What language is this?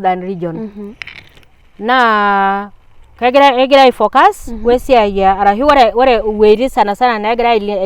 Masai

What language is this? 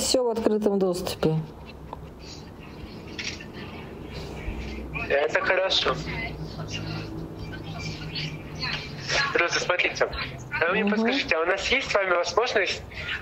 Russian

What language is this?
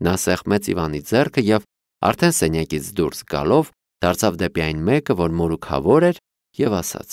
Armenian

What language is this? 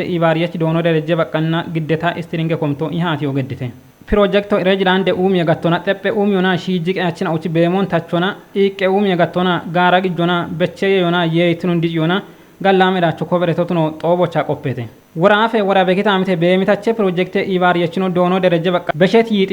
Kafa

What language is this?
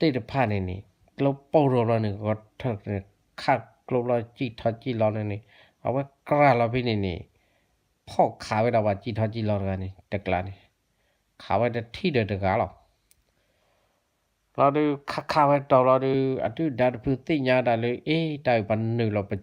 S'gaw Karen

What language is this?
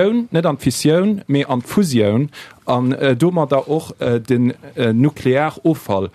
Luxembourgish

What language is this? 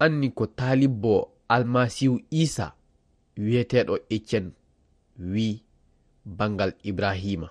Fula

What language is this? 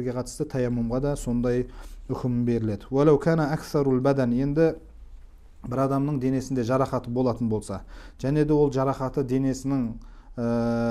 Kazakh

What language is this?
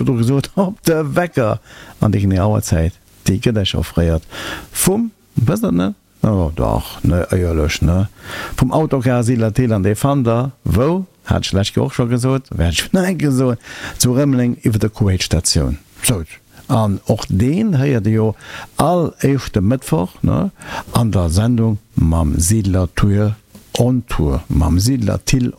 Luxembourgish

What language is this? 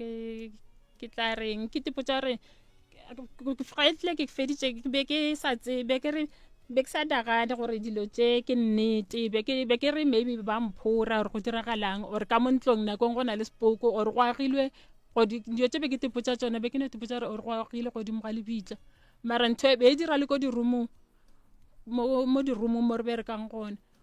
Northern Sotho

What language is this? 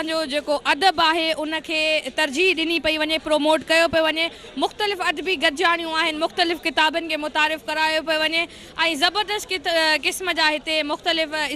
Sindhi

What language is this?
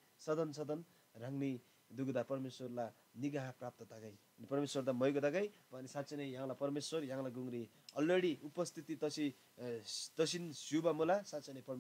Eastern Tamang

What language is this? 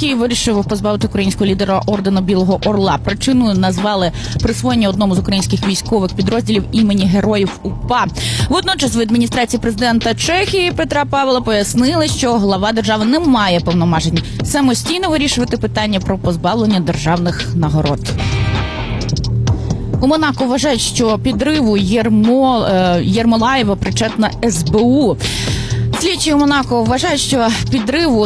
Ukrainian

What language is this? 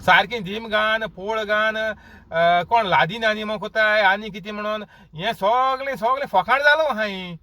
Konkani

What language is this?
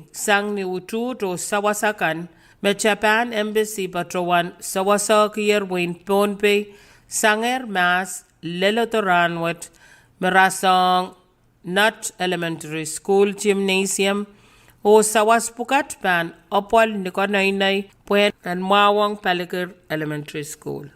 Pohnpeian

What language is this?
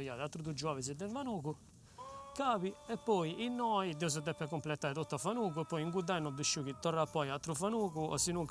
Sardinian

